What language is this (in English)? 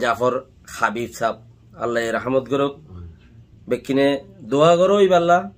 Rohingya